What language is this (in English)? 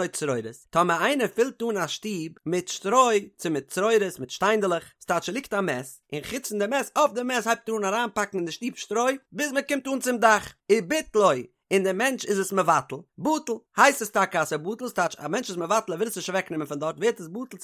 Yiddish